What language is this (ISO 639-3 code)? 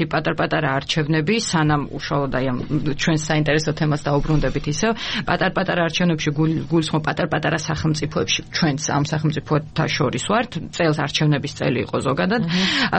kat